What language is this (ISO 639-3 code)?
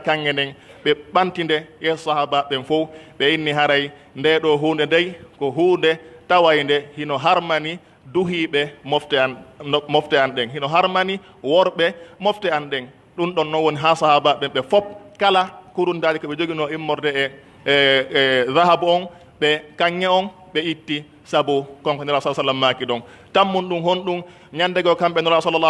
fuf